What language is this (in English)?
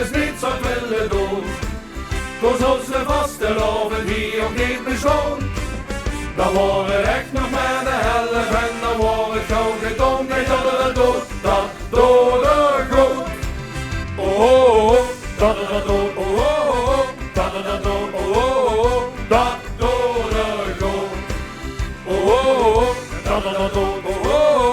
Limburgish